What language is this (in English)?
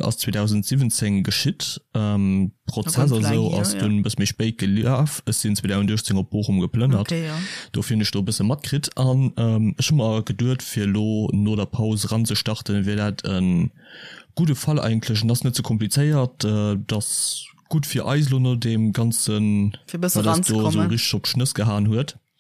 Luxembourgish